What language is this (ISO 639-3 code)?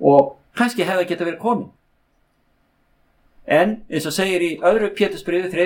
isl